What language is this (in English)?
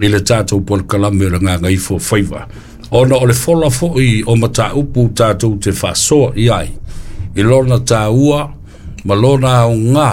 Samoan